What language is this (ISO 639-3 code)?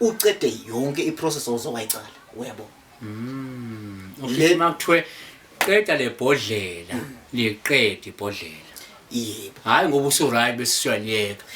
zul